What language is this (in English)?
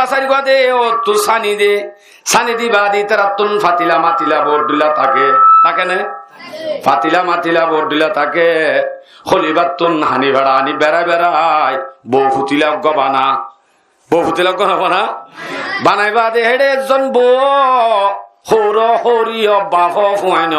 Rohingya